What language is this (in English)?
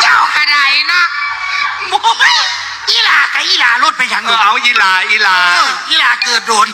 Lao